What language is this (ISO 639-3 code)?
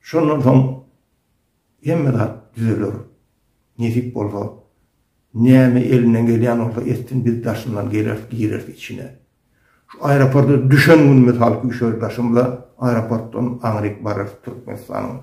tuk